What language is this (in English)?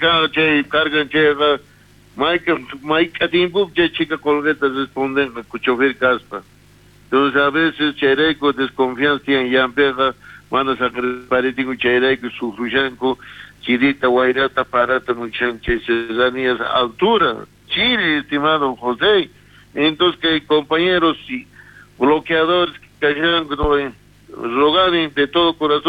South Bolivian Quechua